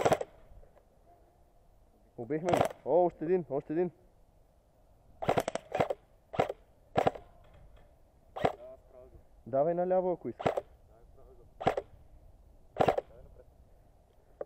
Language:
Bulgarian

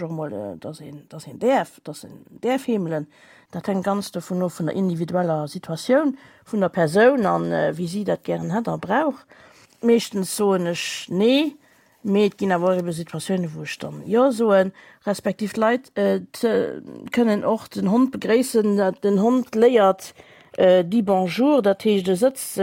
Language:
Luxembourgish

